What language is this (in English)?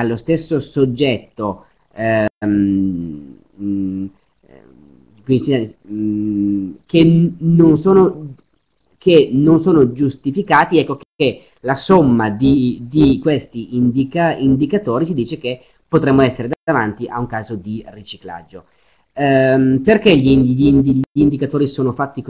Italian